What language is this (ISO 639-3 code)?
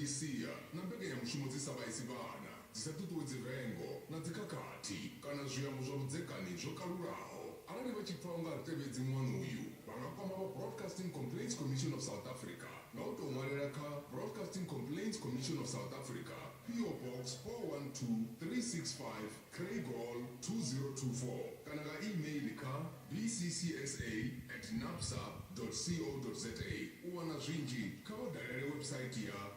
ven